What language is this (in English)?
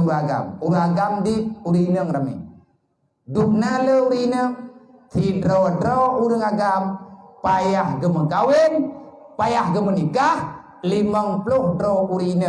Achinese